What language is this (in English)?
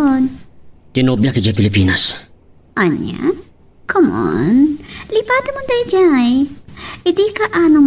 Iloko